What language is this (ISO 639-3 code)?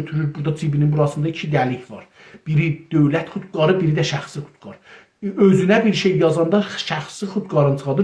azb